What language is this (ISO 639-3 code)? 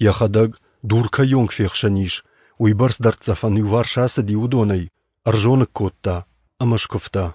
oss